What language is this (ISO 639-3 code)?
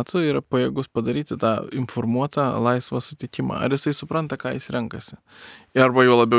lit